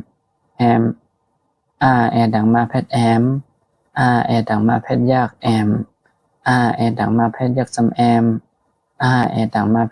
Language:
Shan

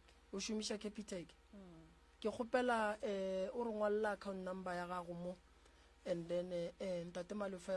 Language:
Northern Sotho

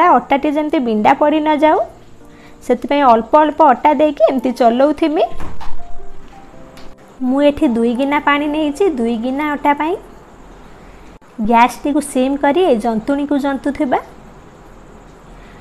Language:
Odia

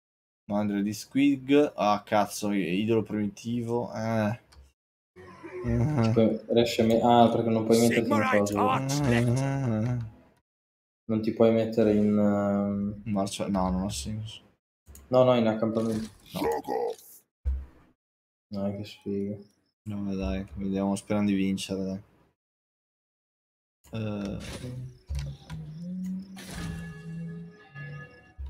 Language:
Italian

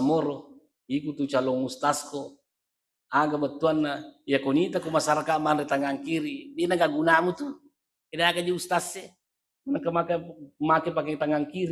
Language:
Buginese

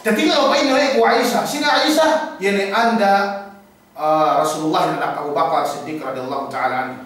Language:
Yakan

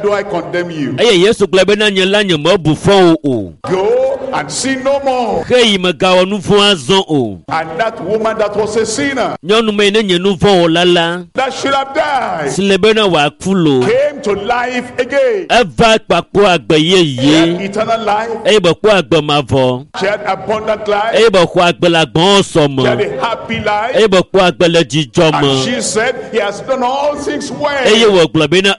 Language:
Ewe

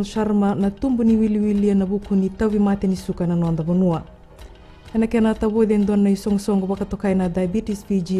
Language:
Fijian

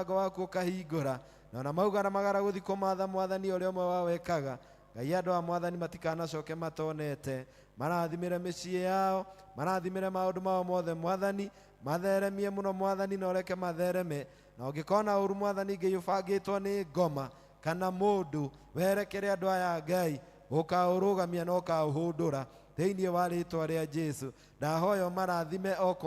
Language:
Kikuyu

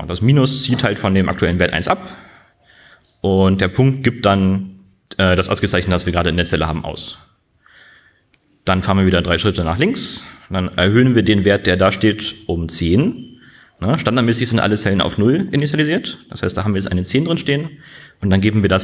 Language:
German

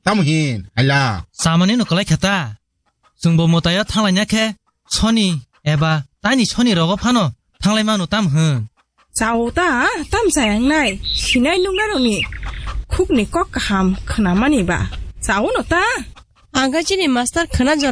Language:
Kok Borok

